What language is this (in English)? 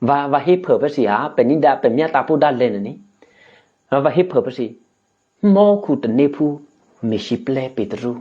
Eastern Kayah